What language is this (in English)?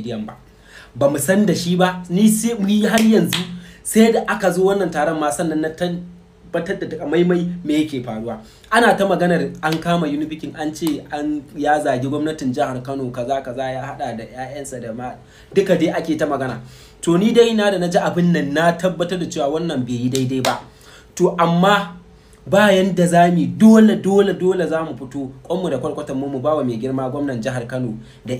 Hausa